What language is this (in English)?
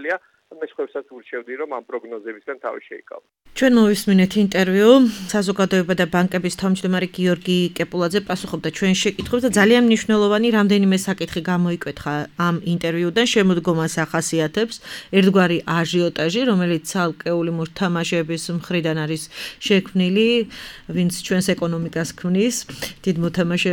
Georgian